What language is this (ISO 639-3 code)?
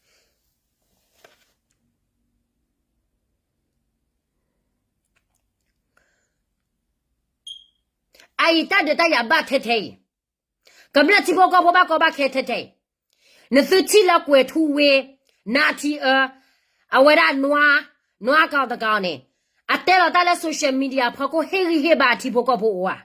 ksw